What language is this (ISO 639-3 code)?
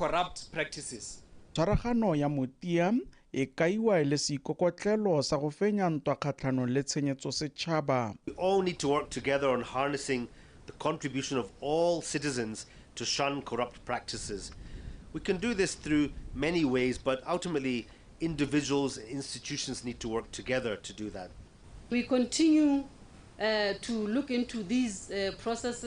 tsn